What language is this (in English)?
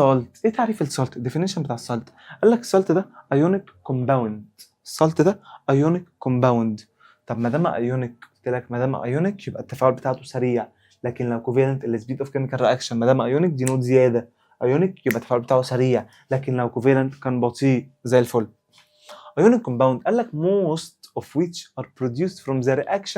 Egyptian Arabic